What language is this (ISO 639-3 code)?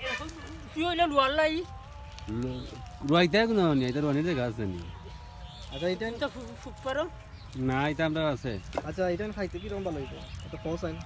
syl